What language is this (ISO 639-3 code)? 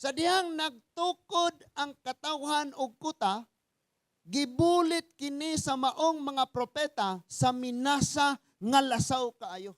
ceb